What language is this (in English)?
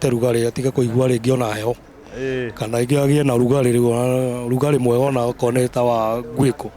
Kikuyu